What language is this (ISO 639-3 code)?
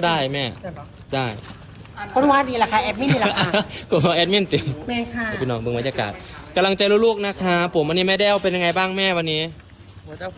tts